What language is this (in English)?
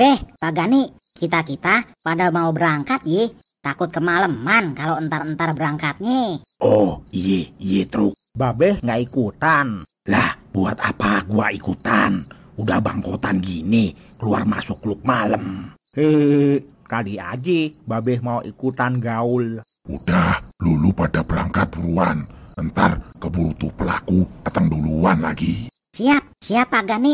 Betawi